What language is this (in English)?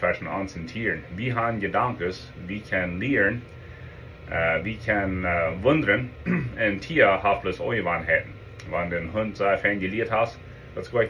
Plautdietsch